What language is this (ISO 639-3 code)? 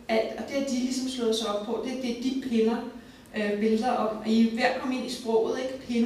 dan